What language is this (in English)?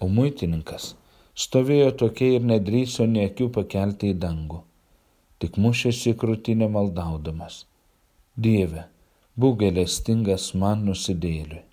Lithuanian